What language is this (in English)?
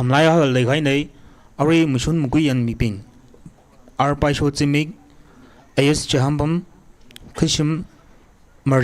Tangkhul Naga (India)